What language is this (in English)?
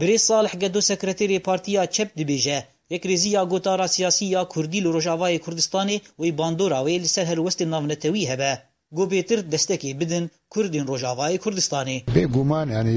Kurdish